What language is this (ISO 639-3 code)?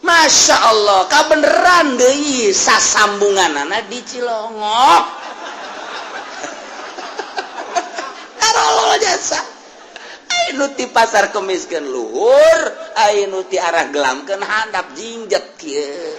sun